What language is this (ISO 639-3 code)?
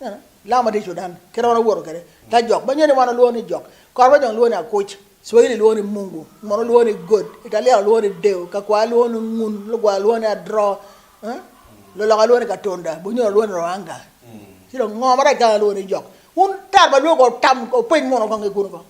ach